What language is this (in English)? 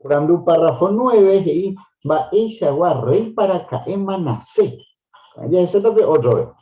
Guarani